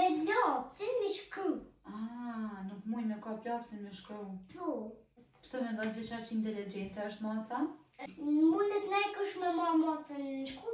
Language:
Albanian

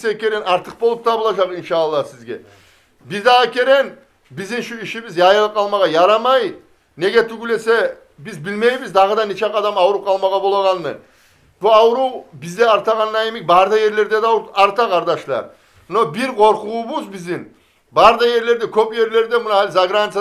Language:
Kumyk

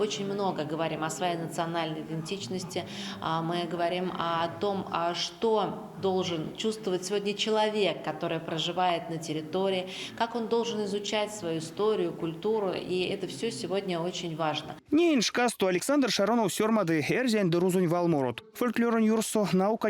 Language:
Erzya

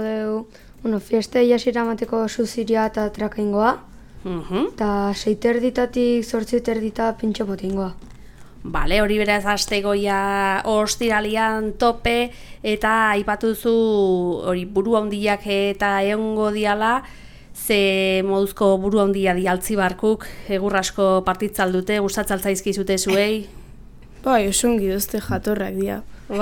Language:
Basque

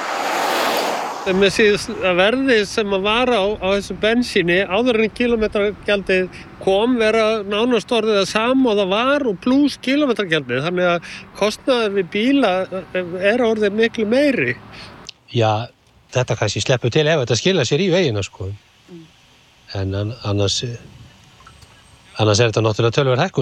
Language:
Icelandic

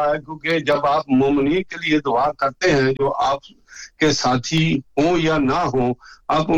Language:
Urdu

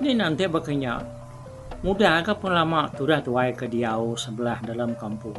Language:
Iban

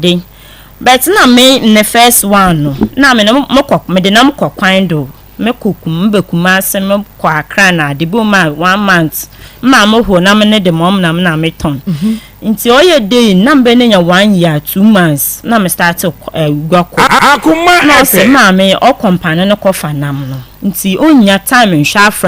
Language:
Akan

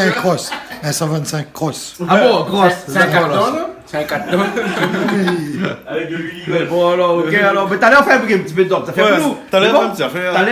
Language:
Réunion Creole French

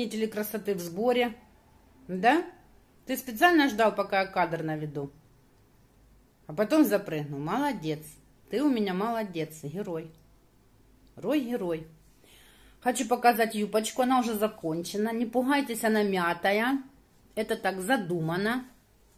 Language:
Russian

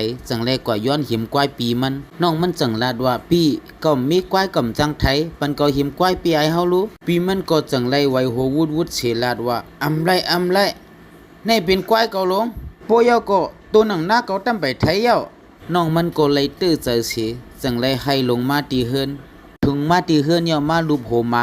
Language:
Shan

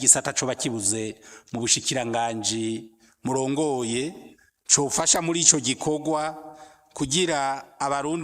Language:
Rundi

